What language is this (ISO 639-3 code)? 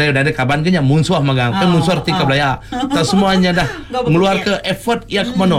iba